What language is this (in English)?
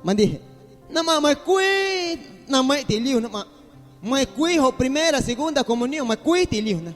Guerrero Amuzgo